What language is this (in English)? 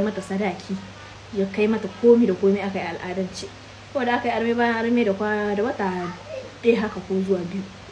Hausa